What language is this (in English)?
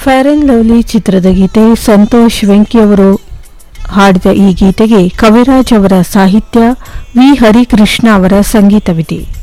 Kannada